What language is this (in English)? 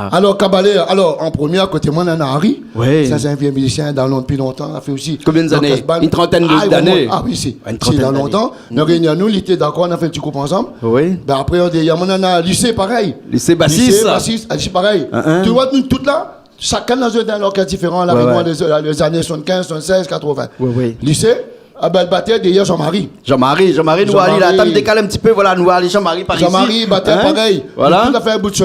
Réunion Creole French